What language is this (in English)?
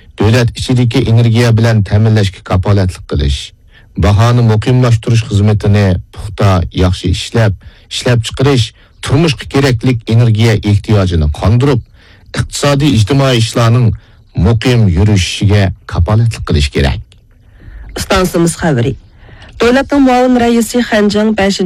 Uyghur